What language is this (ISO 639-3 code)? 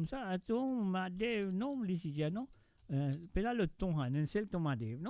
mfe